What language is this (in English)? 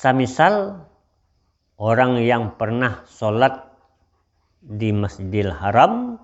Minangkabau